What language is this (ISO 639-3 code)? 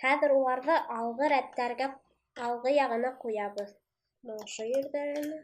bak